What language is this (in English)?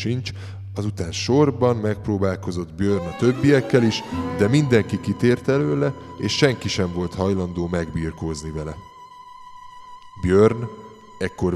Hungarian